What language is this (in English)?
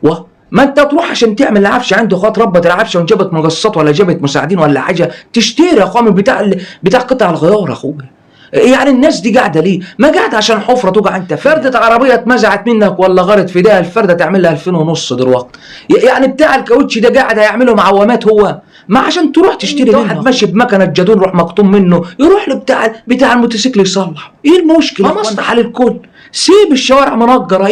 Egyptian Arabic